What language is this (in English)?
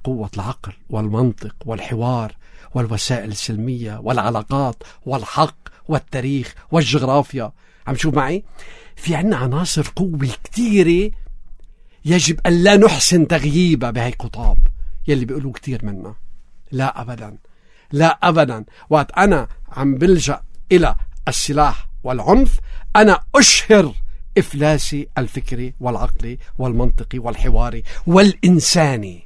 North Levantine Arabic